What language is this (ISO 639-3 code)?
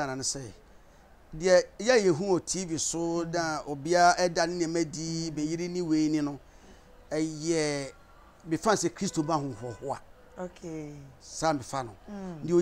aka